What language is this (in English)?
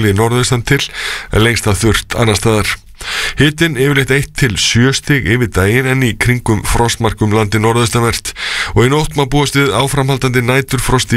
Icelandic